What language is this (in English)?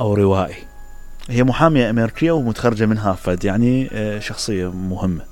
Mesopotamian Arabic